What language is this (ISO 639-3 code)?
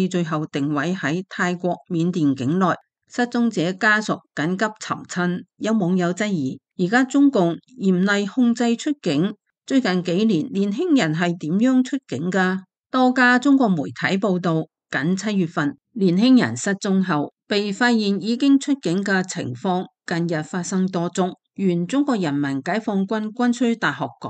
yue